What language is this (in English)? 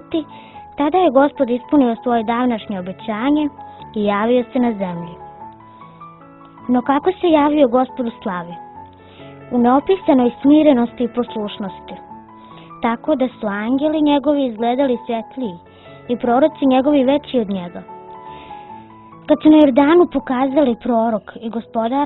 Serbian